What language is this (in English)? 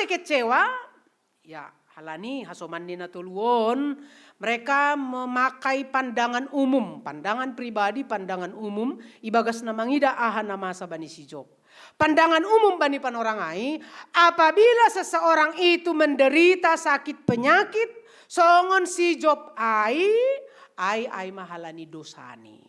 Batak Simalungun